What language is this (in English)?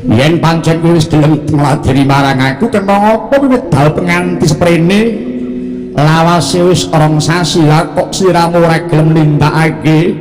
Javanese